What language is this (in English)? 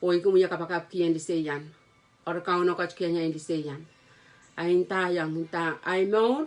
Pohnpeian